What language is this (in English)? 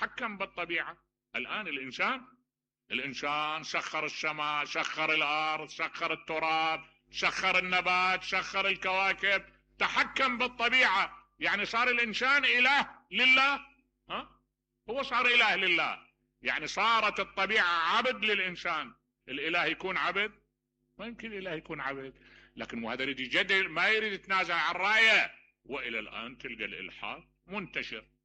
Mesopotamian Arabic